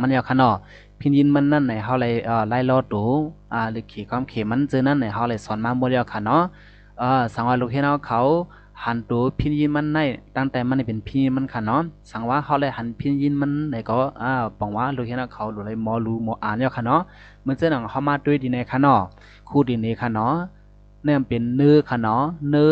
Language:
Shan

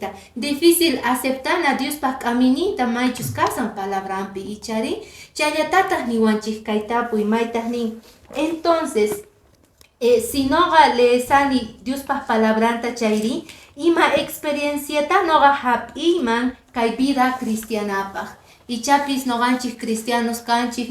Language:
Quechua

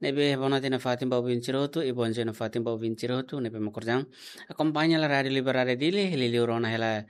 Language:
Tetum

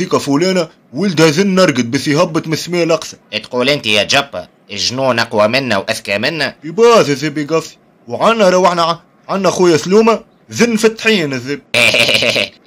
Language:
Tunisian Arabic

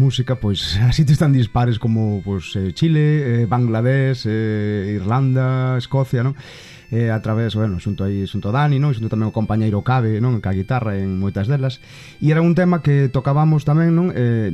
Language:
Galician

